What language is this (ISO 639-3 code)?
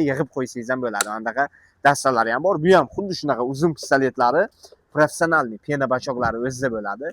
uzb